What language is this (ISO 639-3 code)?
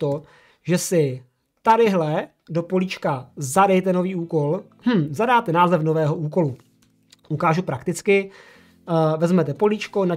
ces